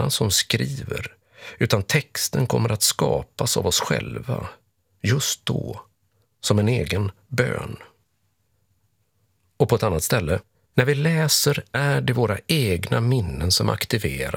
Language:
Swedish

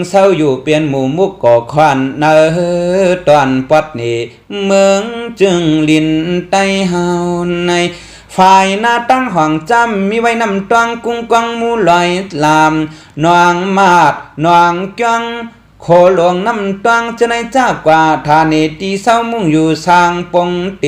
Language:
Shan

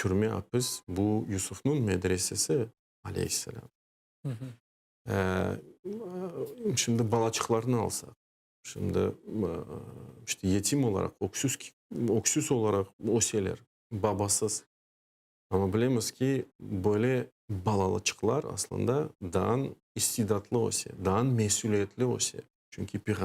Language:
Crimean Tatar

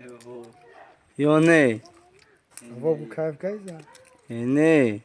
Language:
Tajik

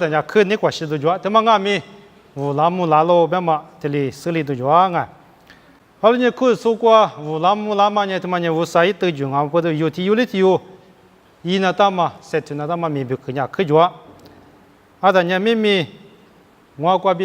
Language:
Lisu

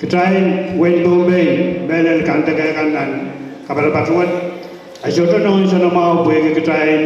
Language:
Pohnpeian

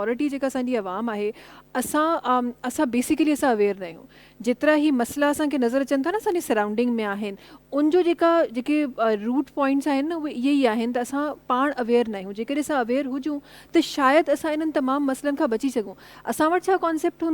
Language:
Sindhi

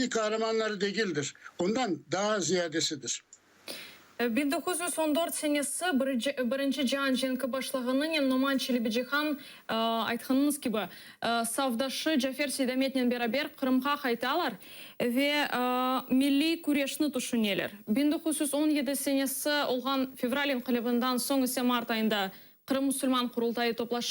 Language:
Crimean Tatar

